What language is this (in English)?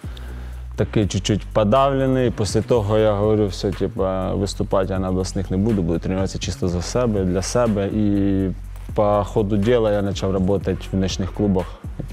Ukrainian